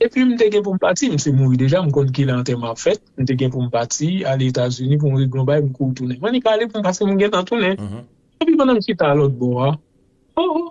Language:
Haitian Creole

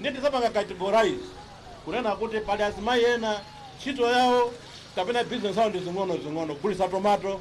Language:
Nyanja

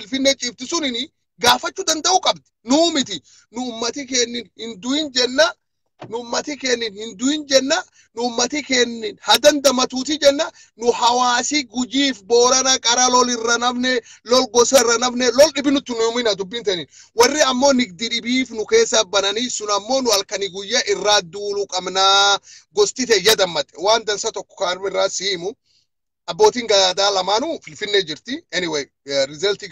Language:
Oromo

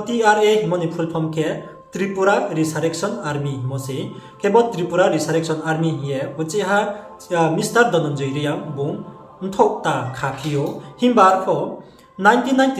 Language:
Riang (India)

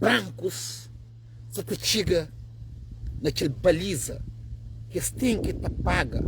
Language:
Kabuverdianu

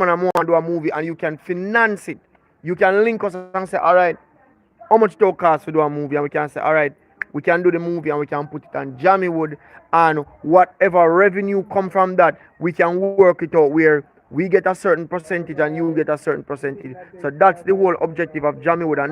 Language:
Jamaican Creole English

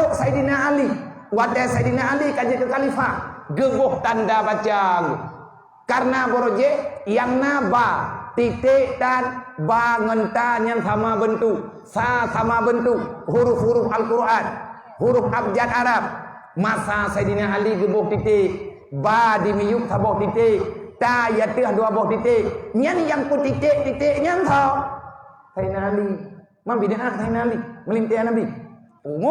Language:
Achinese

